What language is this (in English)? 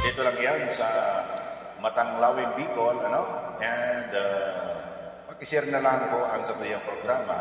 Bikol